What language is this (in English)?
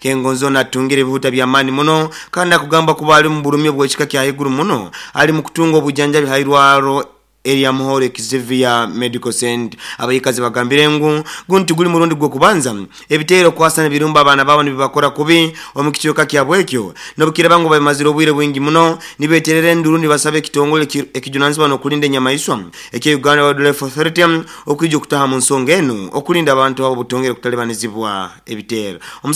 Nyoro